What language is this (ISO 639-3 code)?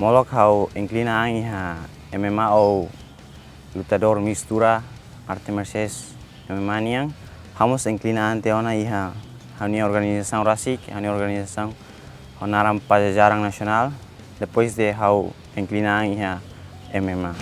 tet